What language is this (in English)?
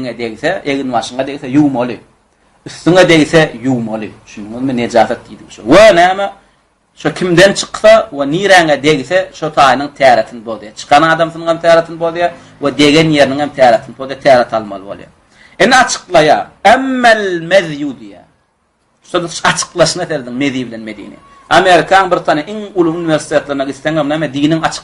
Turkmen